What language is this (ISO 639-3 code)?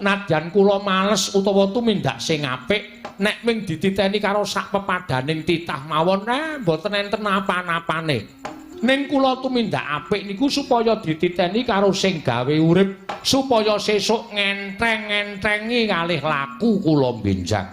jav